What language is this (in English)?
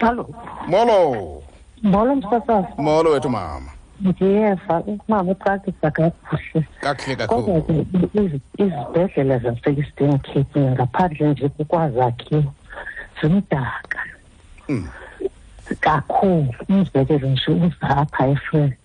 Xhosa